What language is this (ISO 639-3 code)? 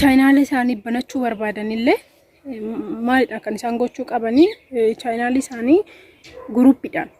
orm